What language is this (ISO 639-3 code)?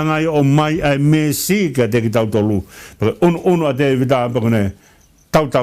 ton